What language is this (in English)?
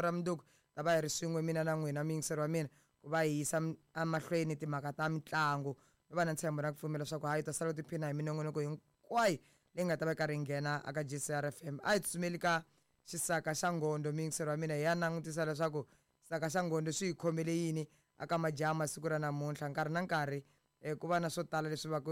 Tsonga